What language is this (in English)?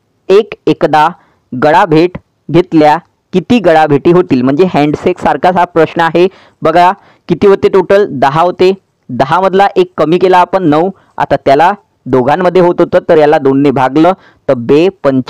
Marathi